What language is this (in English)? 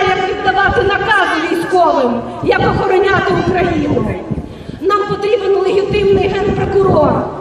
Ukrainian